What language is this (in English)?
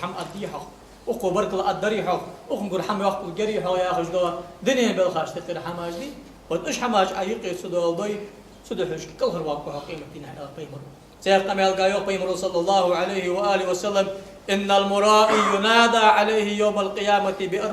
Ingush